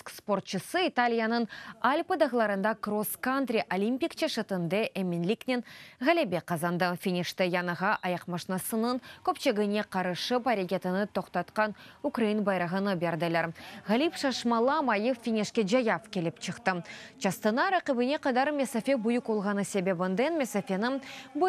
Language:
Crimean Tatar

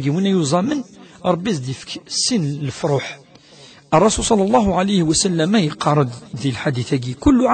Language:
Kabyle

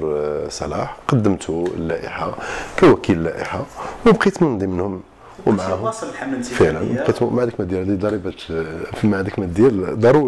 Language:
Moroccan Arabic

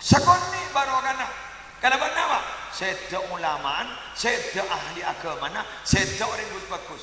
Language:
Madurese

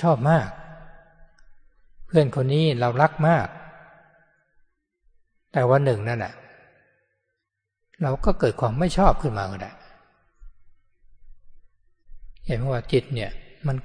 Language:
Thai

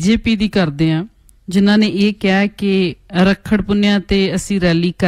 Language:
Punjabi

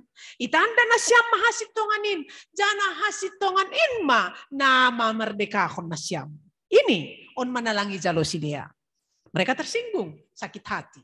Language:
Batak Simalungun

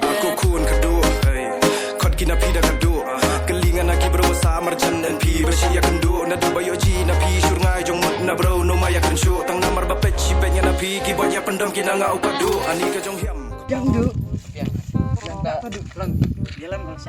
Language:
Khasi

